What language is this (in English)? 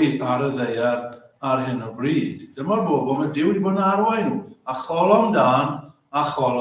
Welsh